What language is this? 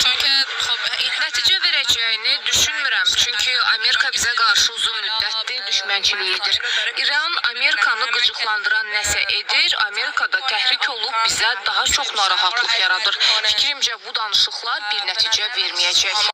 Azerbaijani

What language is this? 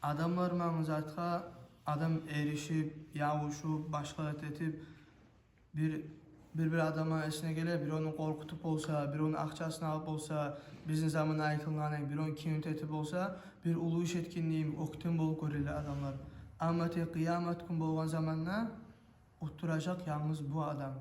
Kumyk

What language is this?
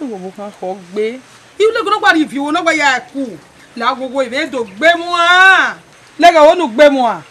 Bini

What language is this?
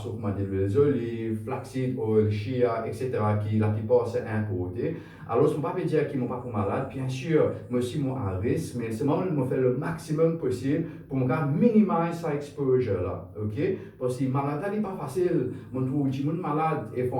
Morisyen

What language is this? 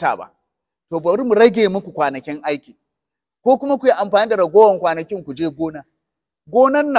Hausa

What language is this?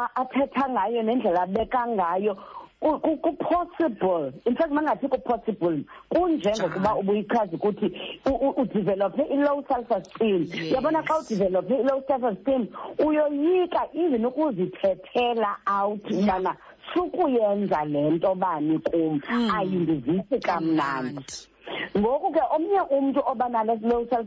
Xhosa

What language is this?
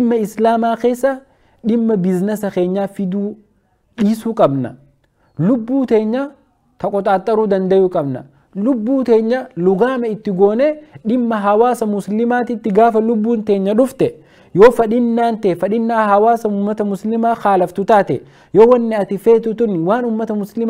Oromo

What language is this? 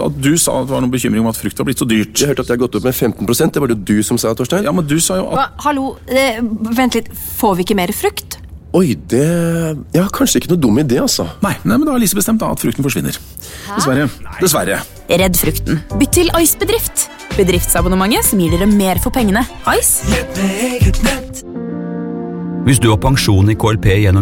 Norwegian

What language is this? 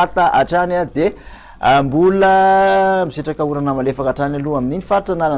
Malagasy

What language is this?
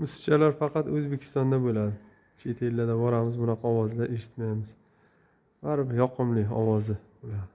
Uzbek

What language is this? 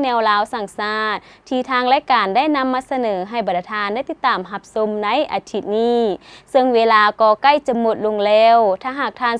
Lao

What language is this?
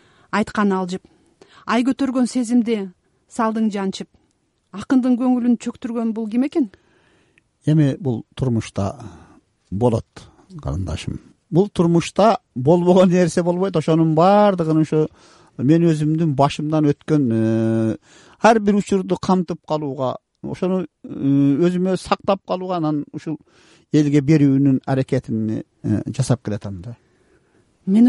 Kyrgyz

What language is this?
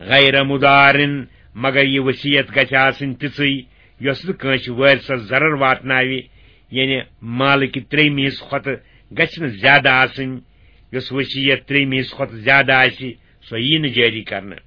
Kashmiri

